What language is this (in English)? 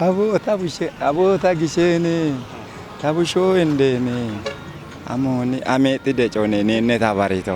Kafa